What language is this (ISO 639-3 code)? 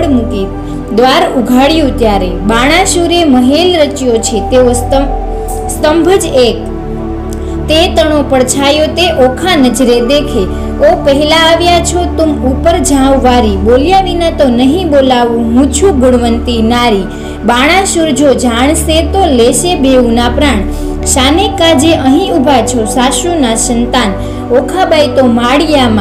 guj